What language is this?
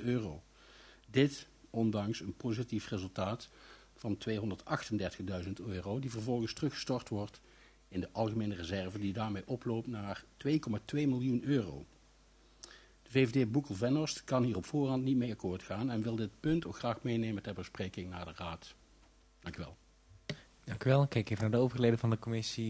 Dutch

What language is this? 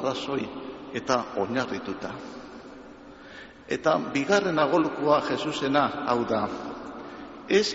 Basque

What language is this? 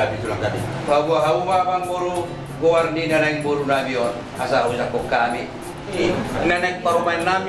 Batak Toba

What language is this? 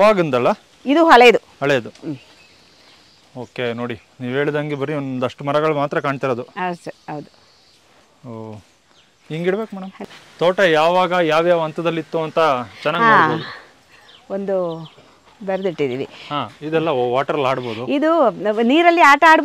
Kannada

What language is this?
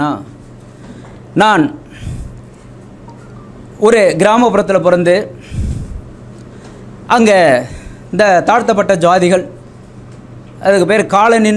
Tamil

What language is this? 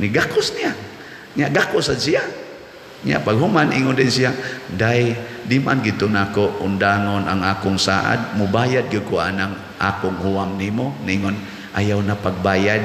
Cebuano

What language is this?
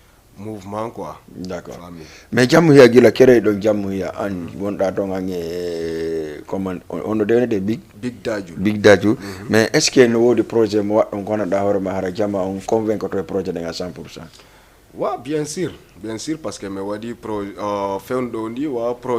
Fula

